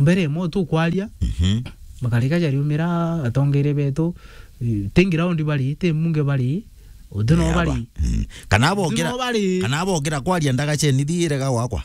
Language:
Meru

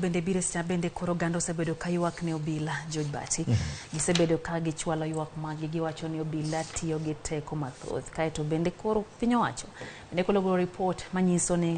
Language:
Luo (Kenya and Tanzania)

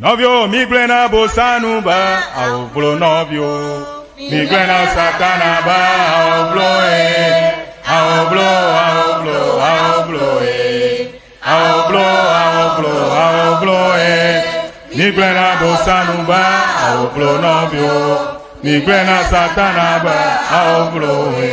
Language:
Ewe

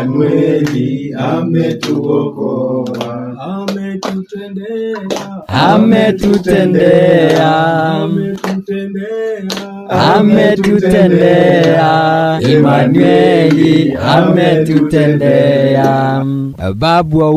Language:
Meru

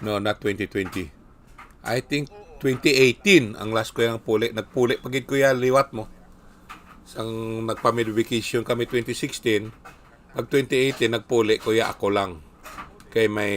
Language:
Hiligaynon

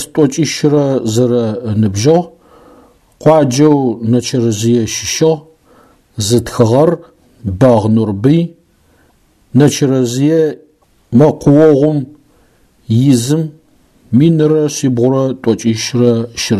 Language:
Adyghe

